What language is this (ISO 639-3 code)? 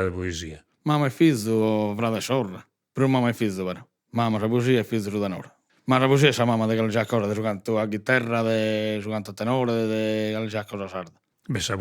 srd